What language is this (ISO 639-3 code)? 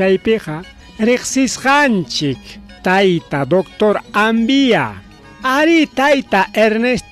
quy